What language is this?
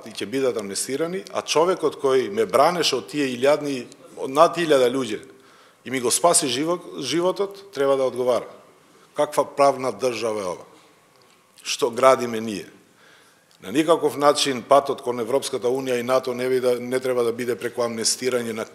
Macedonian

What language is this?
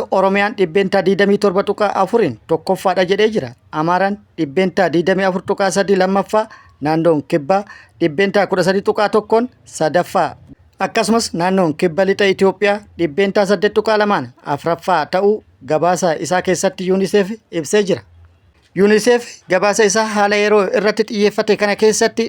Oromo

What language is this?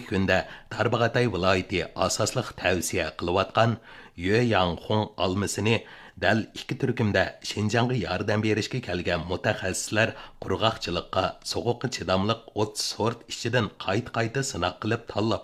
Uyghur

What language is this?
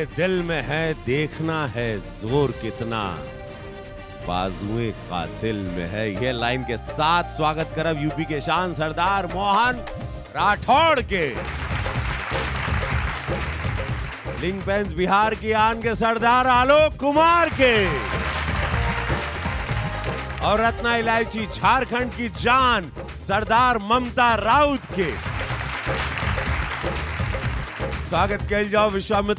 Bhojpuri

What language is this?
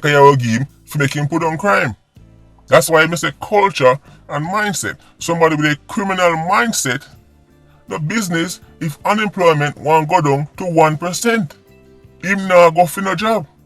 Jamaican Creole English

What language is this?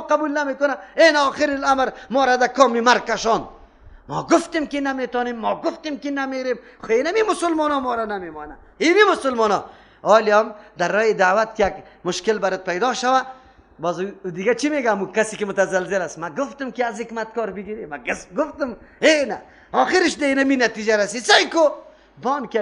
Persian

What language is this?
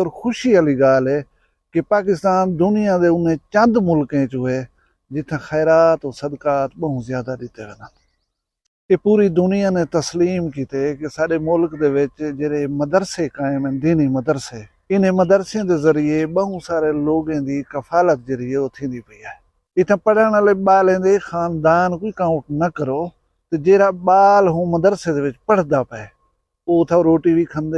Saraiki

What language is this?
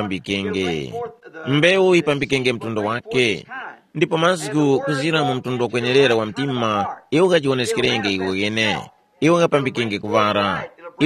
Tumbuka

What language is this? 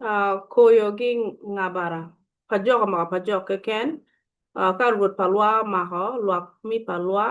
Acoli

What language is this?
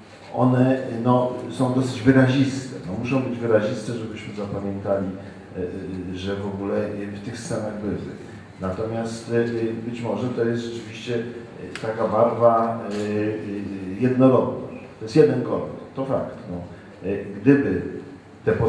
Polish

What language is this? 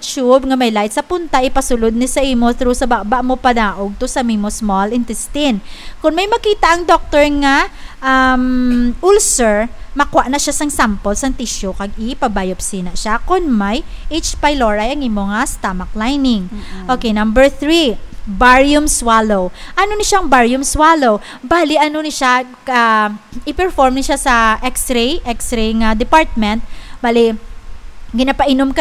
Hiligaynon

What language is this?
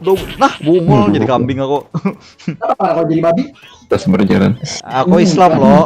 Banjar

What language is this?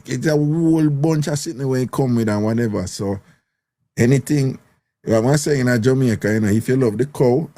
Jamaican Creole English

